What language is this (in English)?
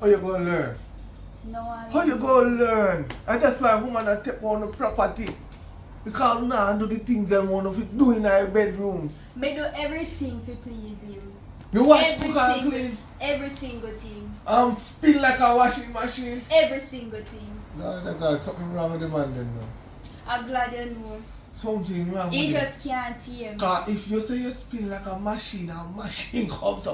Jamaican Creole English